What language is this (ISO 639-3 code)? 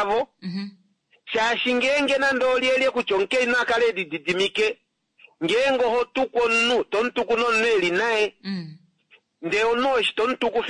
kua